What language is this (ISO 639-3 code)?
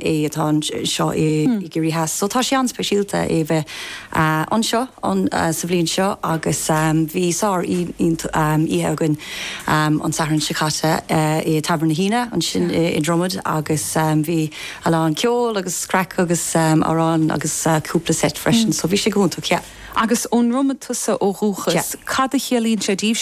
gle